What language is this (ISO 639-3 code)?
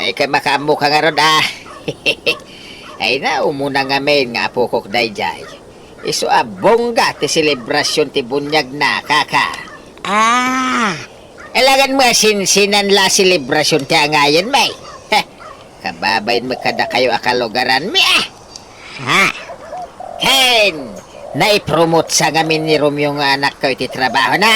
ilo